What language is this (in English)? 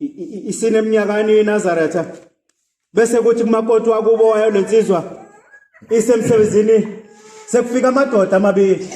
Zulu